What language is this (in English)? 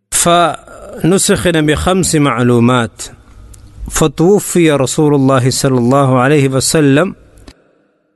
Malayalam